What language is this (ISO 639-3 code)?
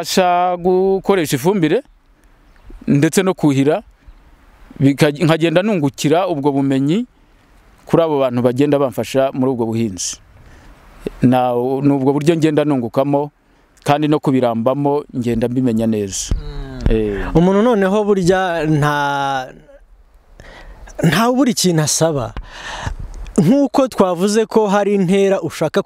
kin